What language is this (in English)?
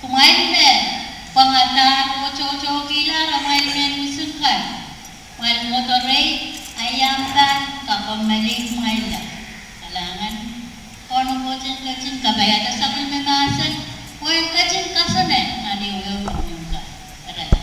Pohnpeian